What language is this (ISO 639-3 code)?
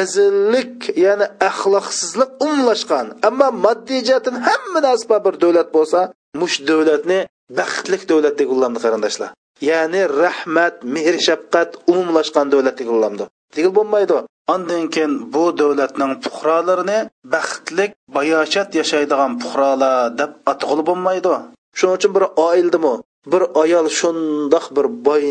uig